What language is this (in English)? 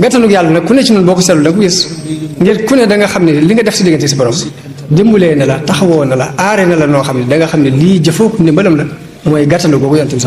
Wolof